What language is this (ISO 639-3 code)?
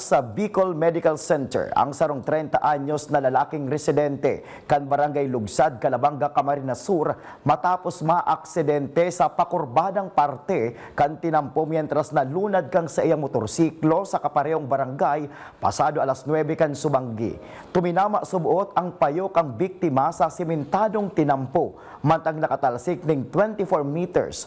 bik